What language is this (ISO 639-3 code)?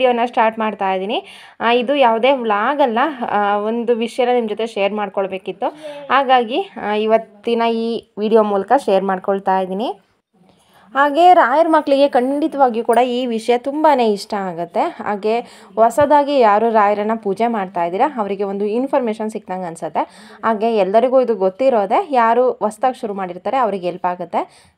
kan